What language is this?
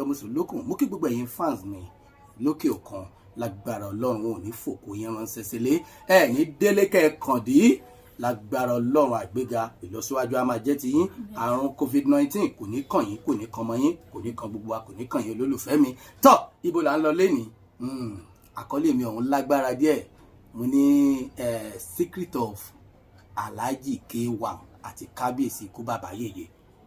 Yoruba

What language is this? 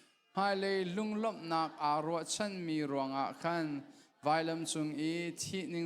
Hakha Chin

